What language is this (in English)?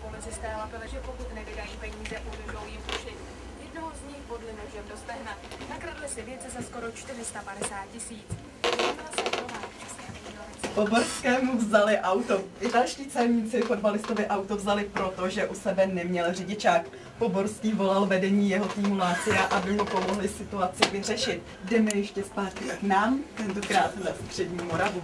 Czech